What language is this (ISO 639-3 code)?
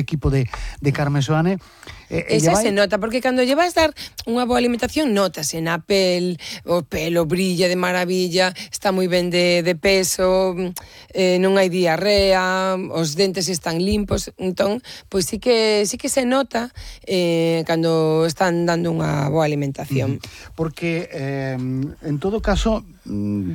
glg